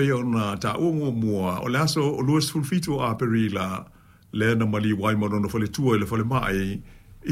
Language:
Samoan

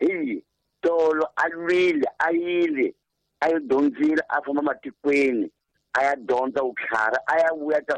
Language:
Tsonga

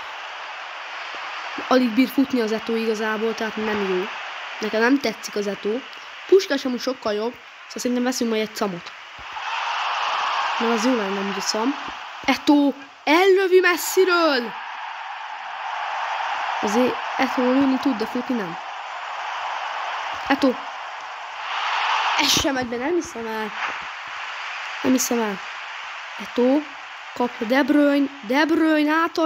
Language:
Hungarian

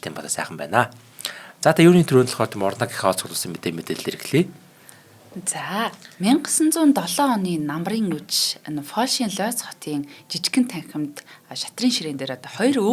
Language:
Mongolian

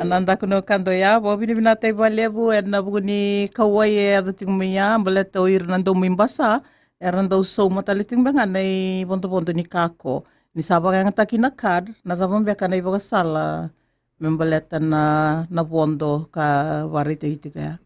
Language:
Fijian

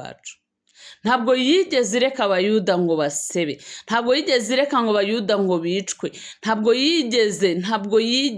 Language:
Kinyarwanda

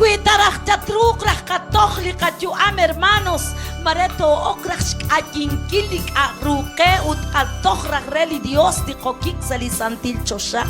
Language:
Kekchí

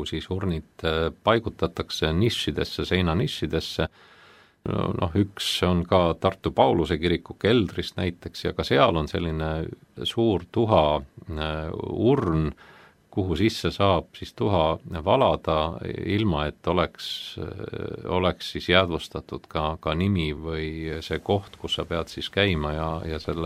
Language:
Estonian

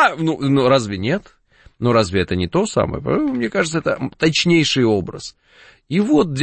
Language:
Russian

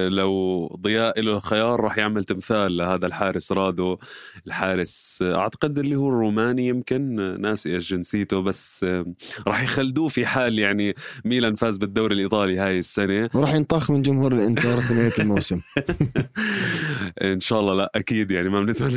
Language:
North Levantine Arabic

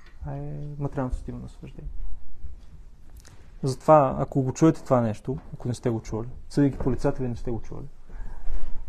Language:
Bulgarian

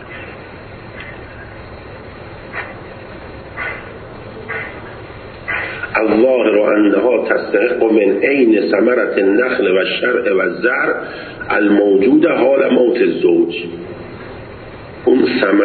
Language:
Persian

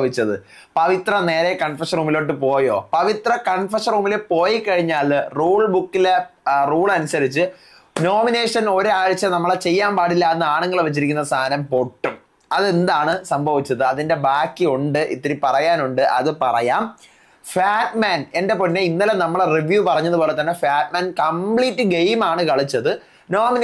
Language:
Malayalam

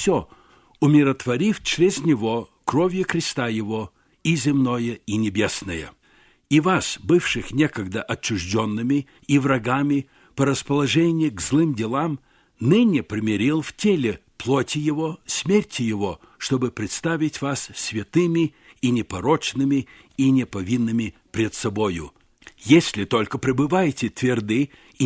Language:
Russian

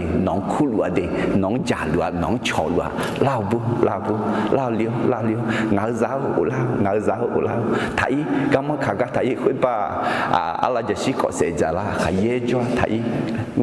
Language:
Akha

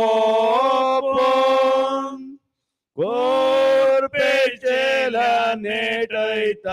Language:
Konkani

